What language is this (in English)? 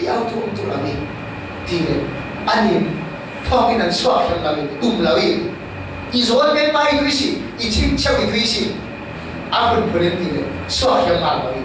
Falam Chin